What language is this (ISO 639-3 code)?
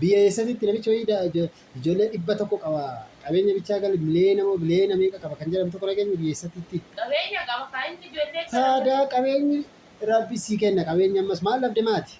orm